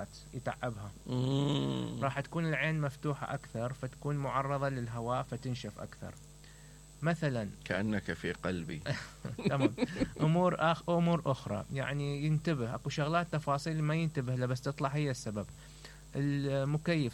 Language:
Mesopotamian Arabic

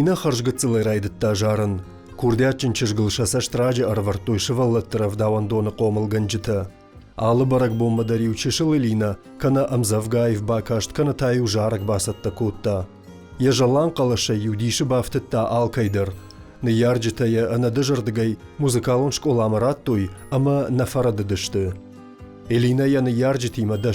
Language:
Ossetic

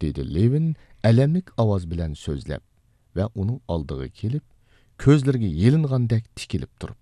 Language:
Uyghur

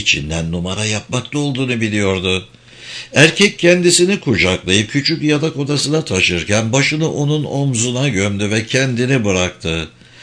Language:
Turkish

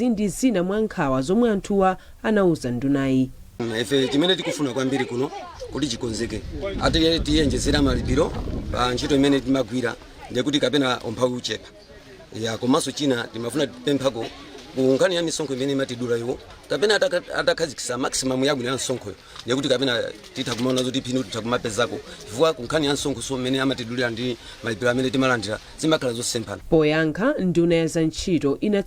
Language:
Nyanja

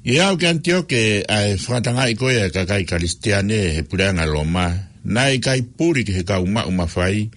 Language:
Tongan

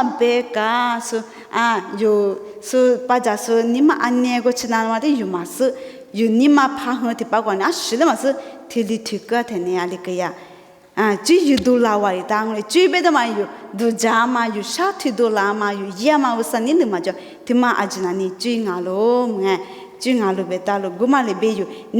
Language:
Lisu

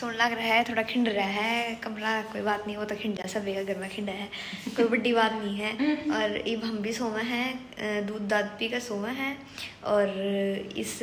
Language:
Haryanvi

